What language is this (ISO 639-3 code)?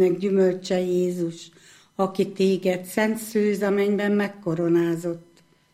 hun